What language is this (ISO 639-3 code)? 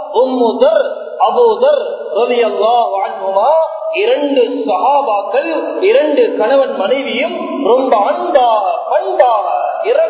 tam